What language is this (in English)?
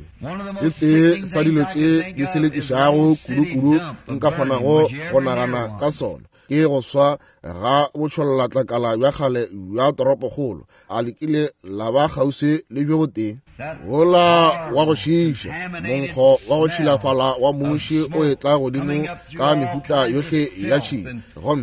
Northern Sotho